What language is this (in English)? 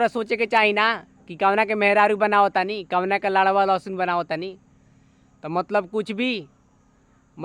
Bhojpuri